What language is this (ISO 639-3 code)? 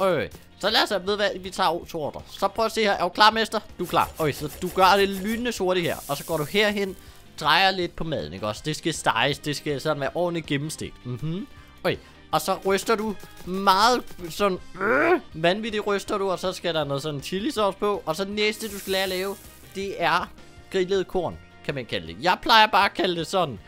dan